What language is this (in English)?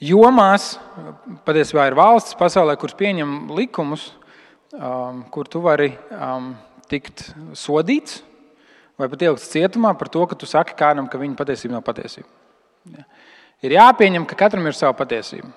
Latvian